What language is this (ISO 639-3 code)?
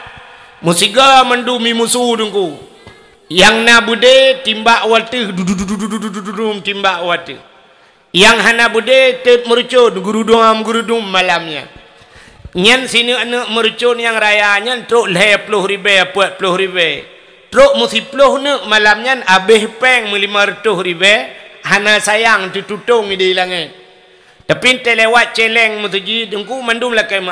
ace